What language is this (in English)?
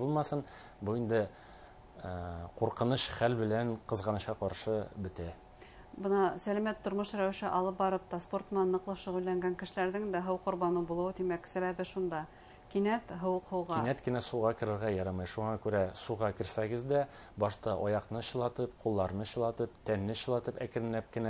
Bashkir